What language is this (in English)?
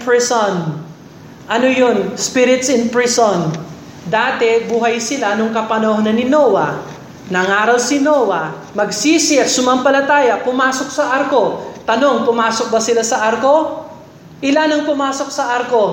Filipino